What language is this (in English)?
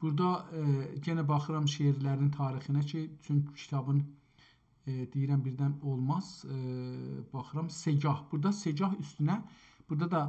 South Azerbaijani